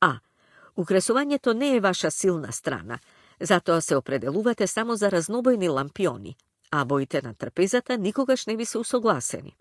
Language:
Macedonian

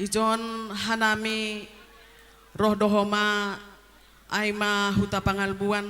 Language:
Batak Simalungun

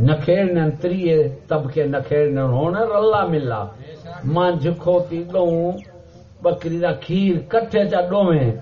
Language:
Saraiki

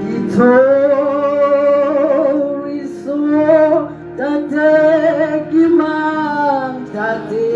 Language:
Tswana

